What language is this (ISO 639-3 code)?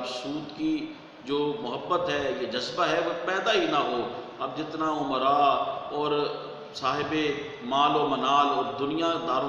urd